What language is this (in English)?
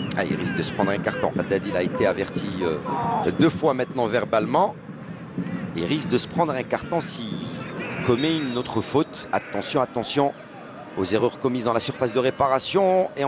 French